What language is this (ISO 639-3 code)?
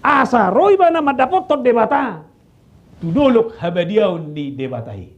bbc